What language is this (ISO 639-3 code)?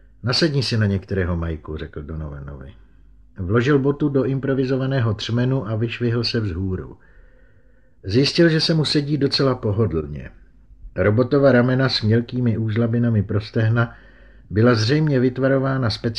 ces